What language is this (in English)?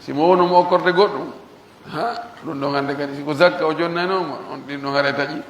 Pular